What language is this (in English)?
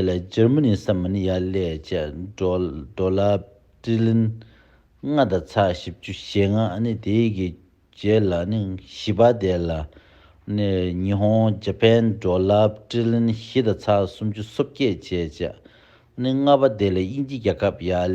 Tibetan